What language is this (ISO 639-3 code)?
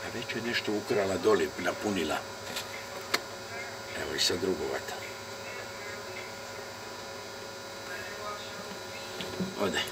hrv